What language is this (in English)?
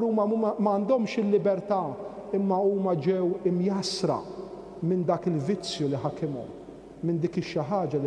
Maltese